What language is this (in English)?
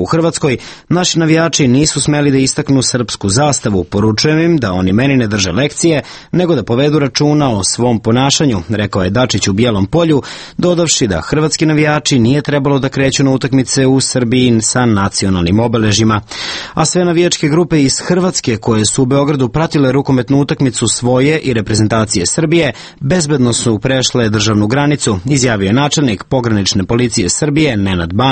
Serbian